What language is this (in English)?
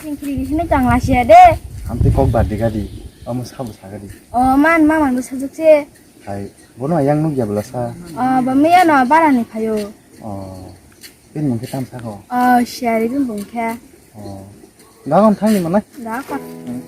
Kok Borok